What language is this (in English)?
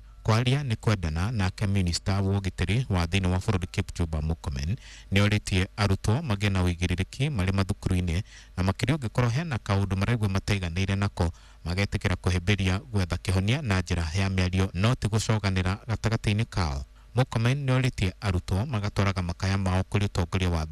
Kikuyu